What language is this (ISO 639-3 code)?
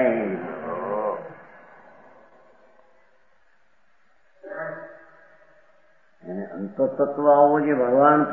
guj